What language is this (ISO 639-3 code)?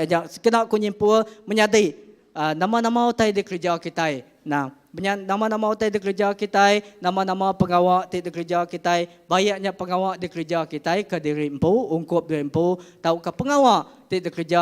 iba